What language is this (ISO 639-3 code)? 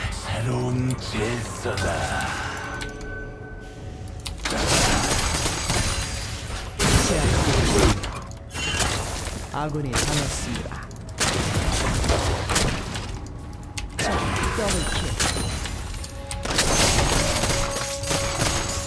kor